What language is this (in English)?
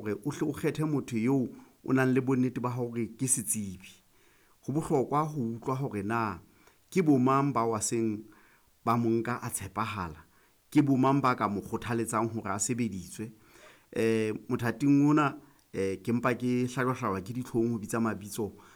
Southern Sotho